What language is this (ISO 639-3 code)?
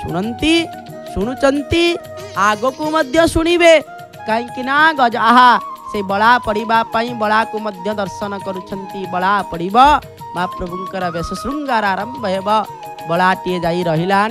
ori